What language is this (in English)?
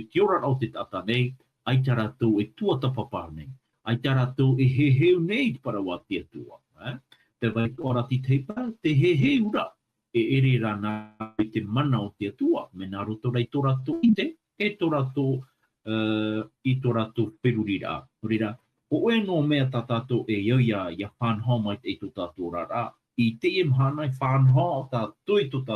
Tahitian